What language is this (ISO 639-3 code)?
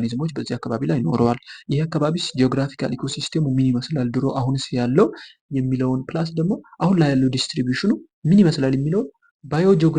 amh